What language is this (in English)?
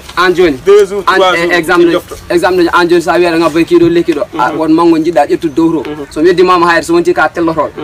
Pular